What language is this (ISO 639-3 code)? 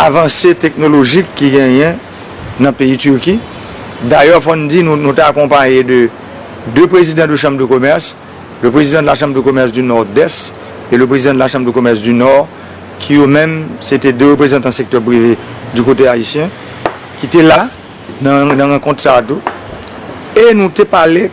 hat